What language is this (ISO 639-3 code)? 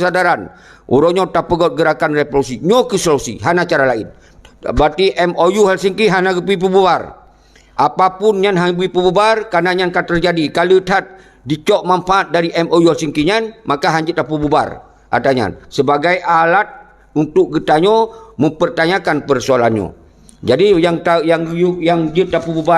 ace